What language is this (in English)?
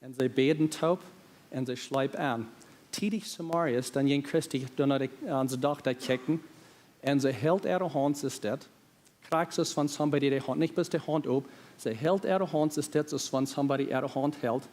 Plautdietsch